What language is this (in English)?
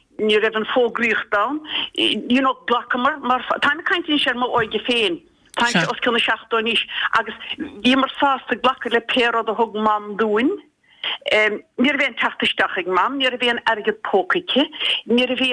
Irish